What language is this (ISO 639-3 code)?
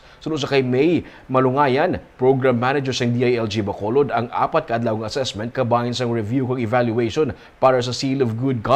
hil